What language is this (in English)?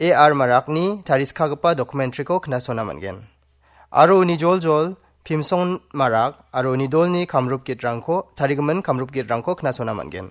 Garo